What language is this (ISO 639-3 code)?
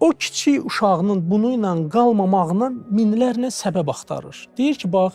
aze